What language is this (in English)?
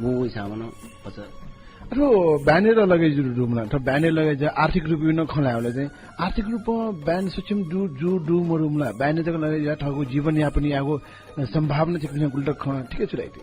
Newari